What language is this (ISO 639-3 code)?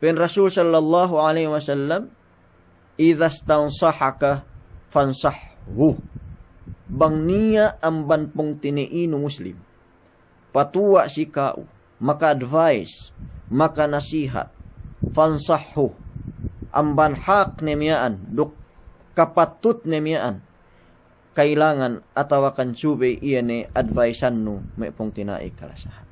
yka